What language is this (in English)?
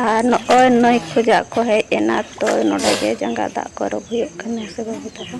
Santali